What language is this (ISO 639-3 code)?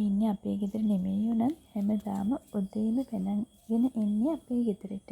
sin